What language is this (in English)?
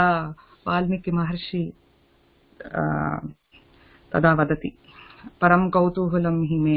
Sanskrit